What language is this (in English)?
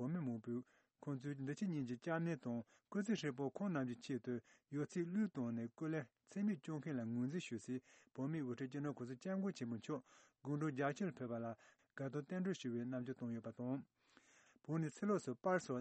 Tibetan